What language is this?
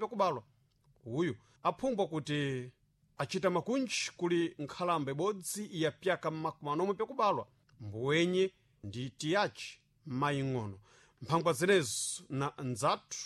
Sena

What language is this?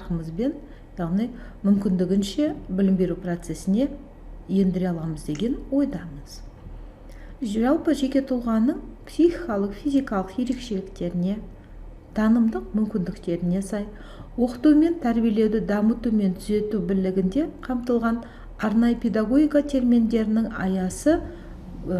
Kazakh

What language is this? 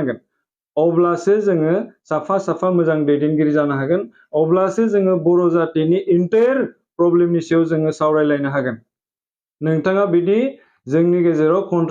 Bodo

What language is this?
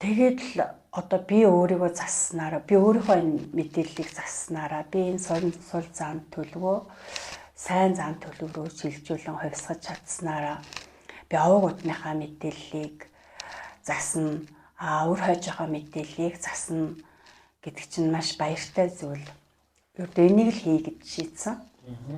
Mongolian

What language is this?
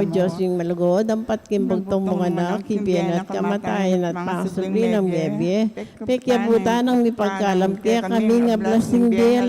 Pampanga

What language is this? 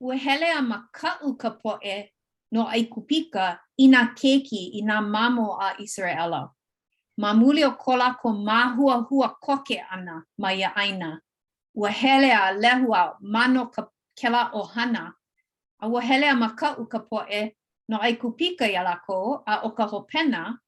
Hawaiian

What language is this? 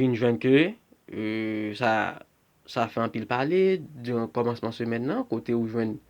Haitian Creole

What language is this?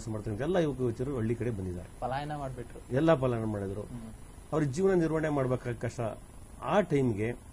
Kannada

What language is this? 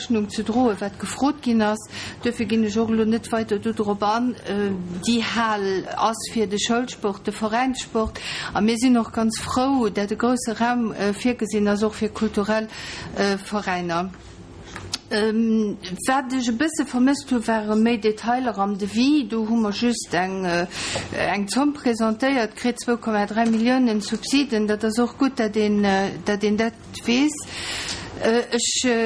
Luxembourgish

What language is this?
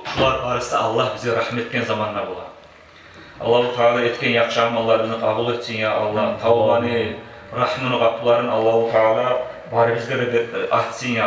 Kumyk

